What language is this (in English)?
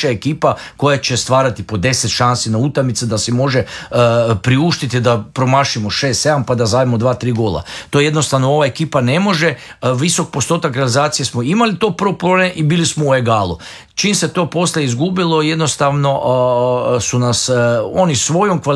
Croatian